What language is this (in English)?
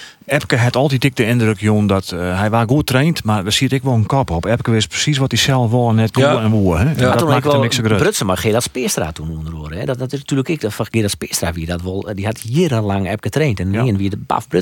Western Frisian